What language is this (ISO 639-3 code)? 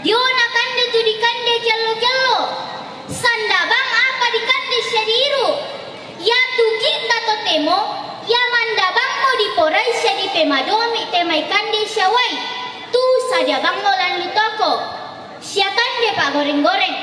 sda